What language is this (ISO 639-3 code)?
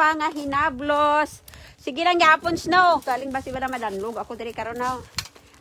hil